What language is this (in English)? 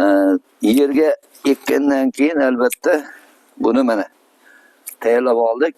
Uzbek